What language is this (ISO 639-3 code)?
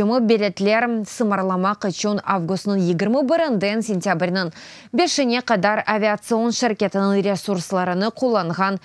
crh